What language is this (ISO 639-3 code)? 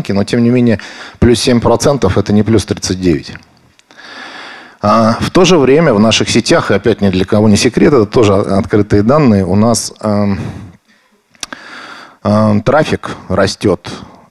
rus